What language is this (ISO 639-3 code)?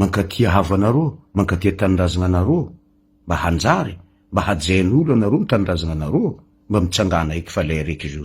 mlg